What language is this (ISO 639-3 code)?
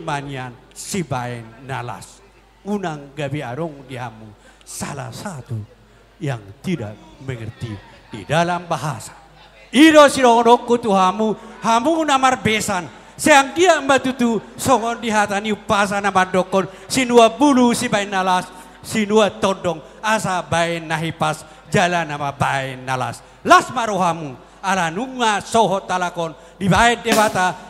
bbc